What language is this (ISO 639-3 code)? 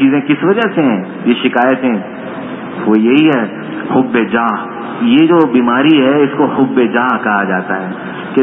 urd